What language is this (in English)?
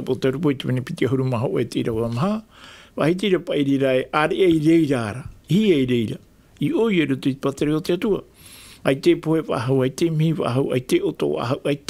Tahitian